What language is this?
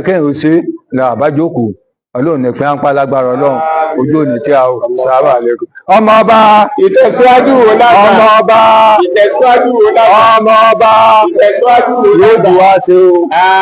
Yoruba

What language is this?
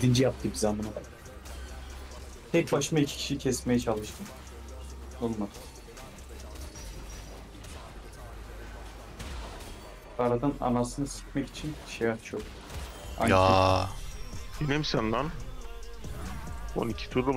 Turkish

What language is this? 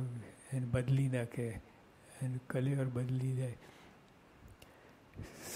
Gujarati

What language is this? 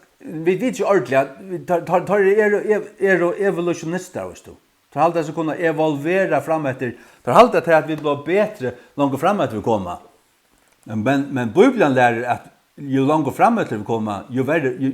Faroese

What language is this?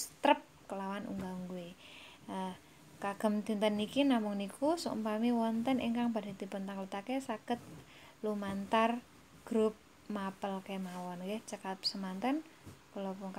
Javanese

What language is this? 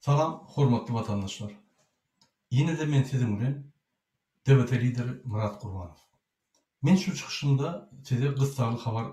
Turkmen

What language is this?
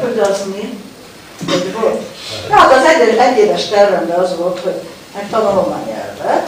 Hungarian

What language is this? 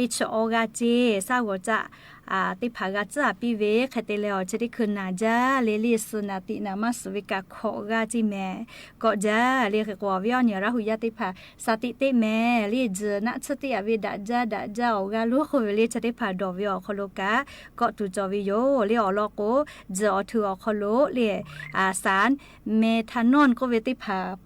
Lahu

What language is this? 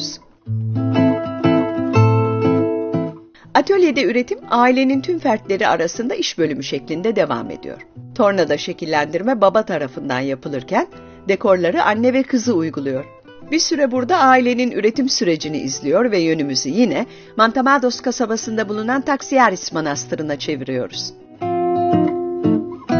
Turkish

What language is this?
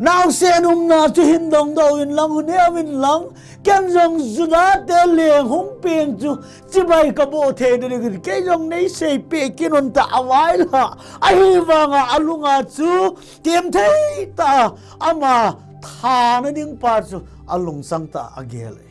Thado Chin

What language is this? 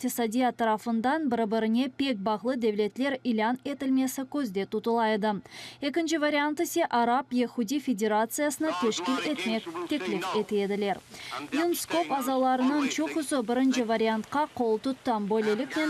Crimean Tatar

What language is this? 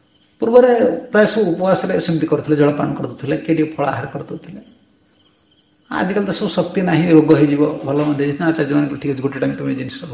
Odia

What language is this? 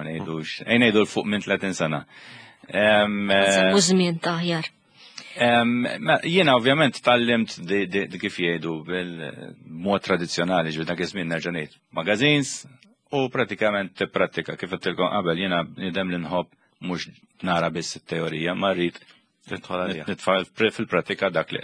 Maltese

